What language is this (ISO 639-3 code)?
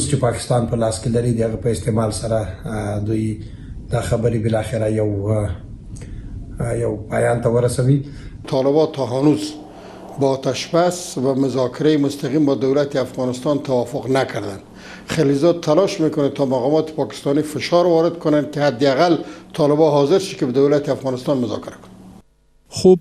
pus